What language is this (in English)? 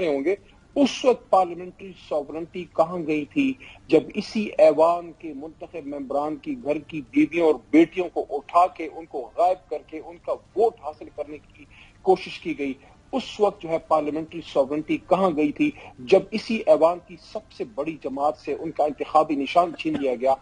Urdu